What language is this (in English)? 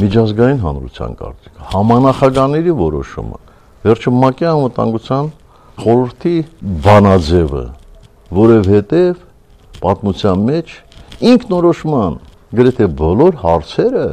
Armenian